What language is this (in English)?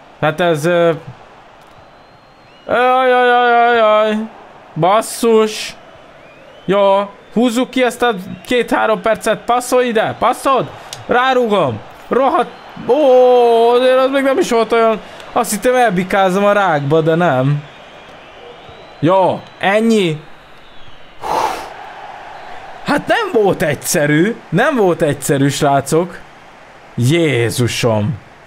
Hungarian